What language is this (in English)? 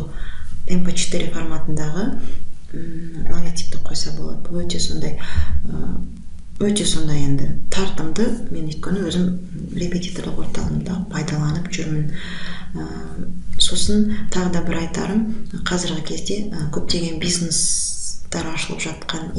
Kazakh